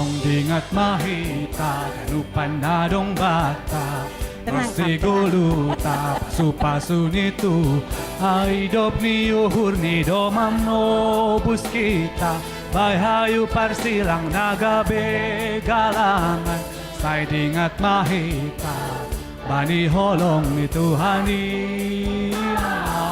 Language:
Batak Simalungun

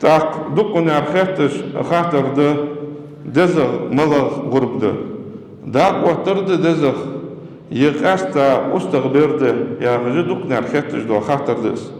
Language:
Ingush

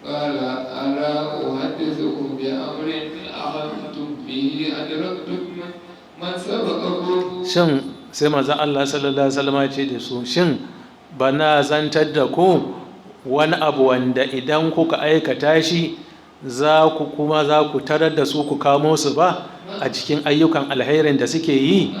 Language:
Hausa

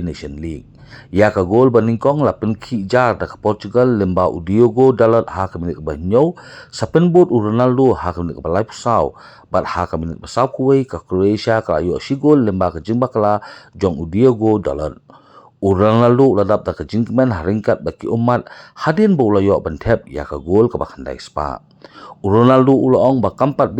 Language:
Khasi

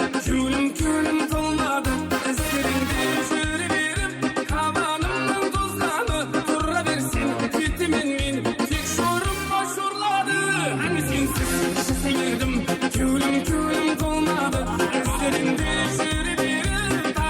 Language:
Kara-Kalpak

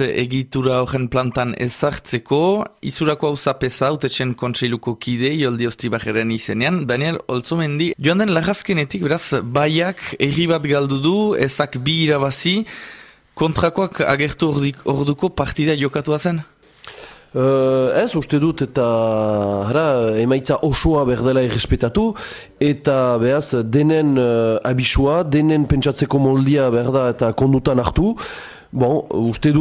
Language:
Basque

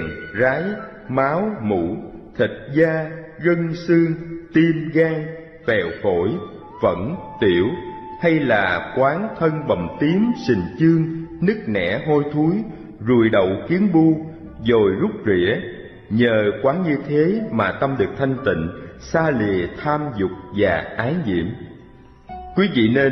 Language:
Vietnamese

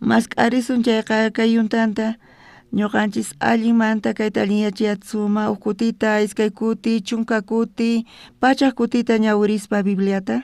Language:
South Bolivian Quechua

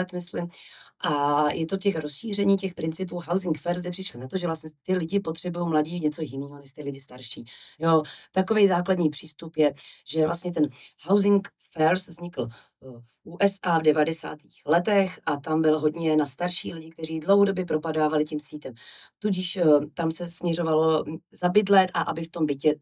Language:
Czech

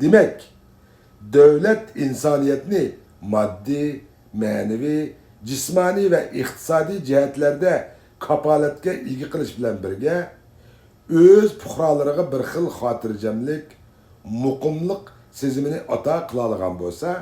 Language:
Uyghur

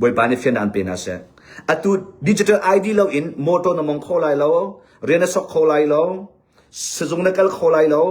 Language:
Hakha Chin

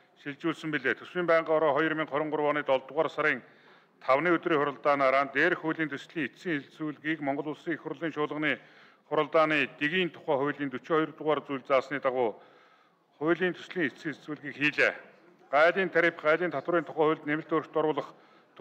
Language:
Mongolian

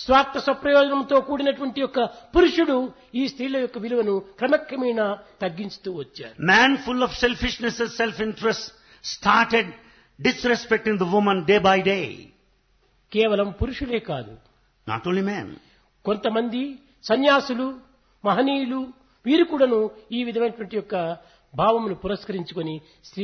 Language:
Telugu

